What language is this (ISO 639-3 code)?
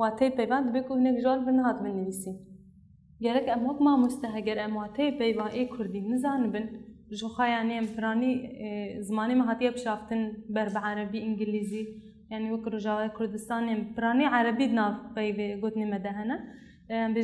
kur